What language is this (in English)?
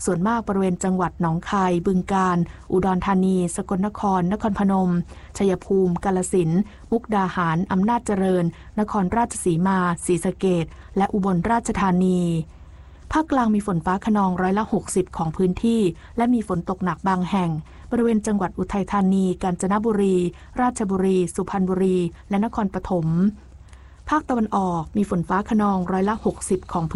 Thai